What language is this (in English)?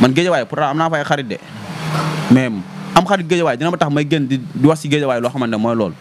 Wolof